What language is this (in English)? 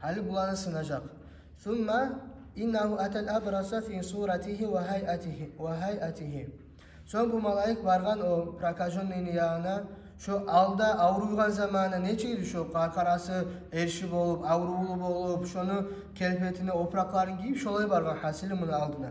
Kumyk